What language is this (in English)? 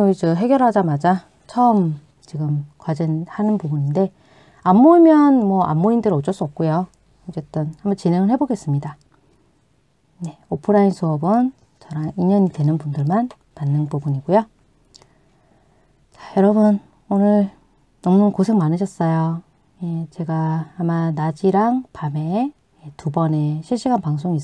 Korean